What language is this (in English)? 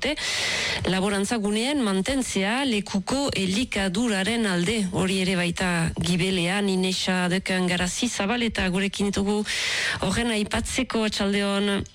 Basque